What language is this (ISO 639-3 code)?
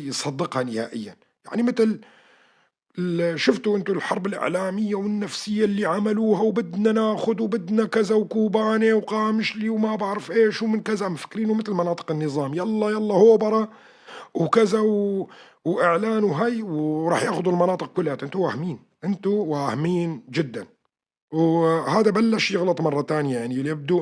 apc